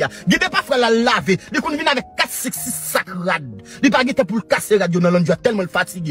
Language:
Haitian Creole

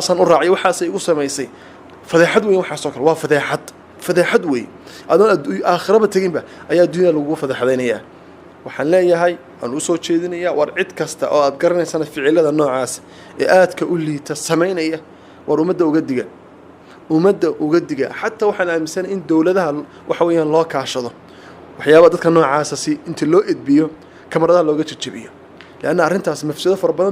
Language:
Somali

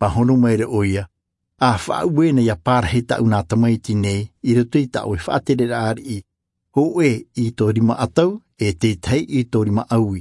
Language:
Tahitian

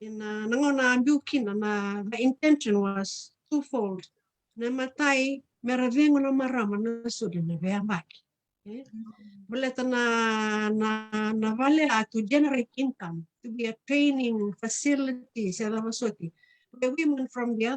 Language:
Fijian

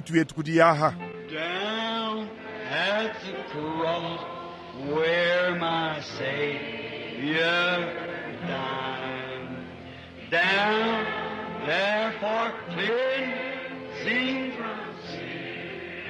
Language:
Luba-Lulua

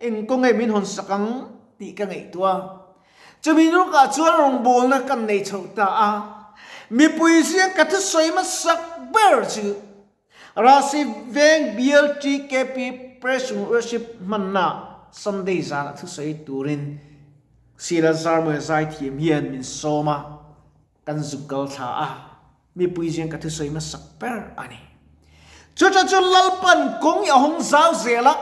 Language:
Mizo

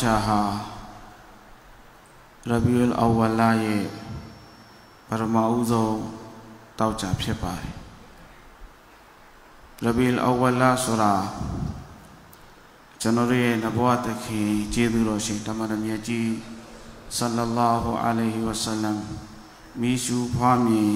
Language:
Burmese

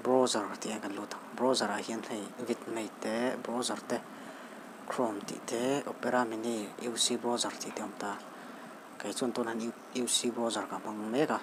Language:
Mizo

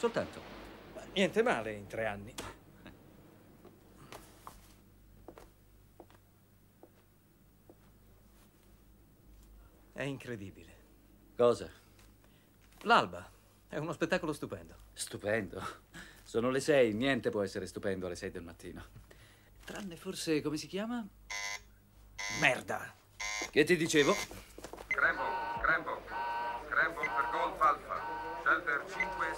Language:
Italian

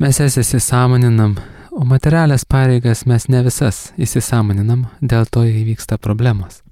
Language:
Lithuanian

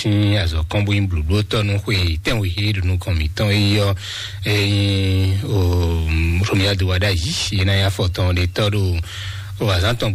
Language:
Fon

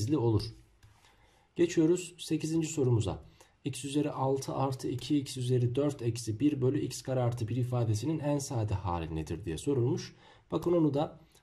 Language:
Turkish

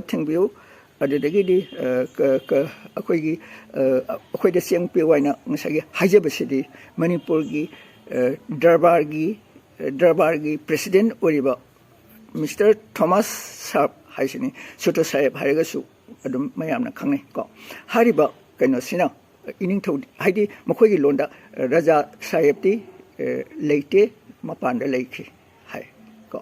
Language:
Manipuri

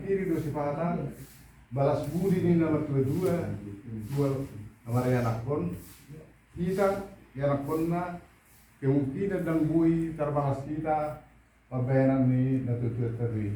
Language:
Batak Toba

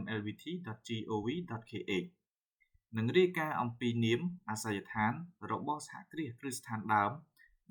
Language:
Khmer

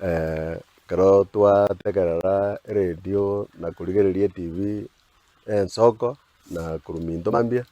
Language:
Gusii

